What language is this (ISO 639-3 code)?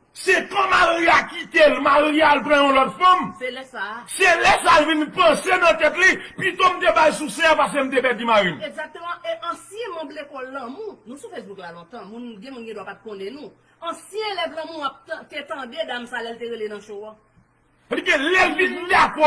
hat